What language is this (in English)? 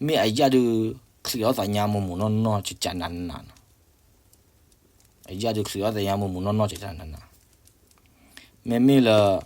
S'gaw Karen